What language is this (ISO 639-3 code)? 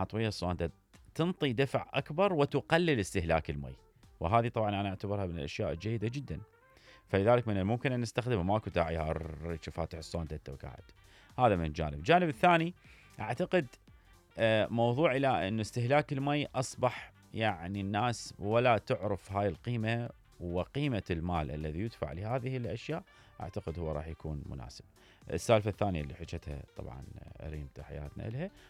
acm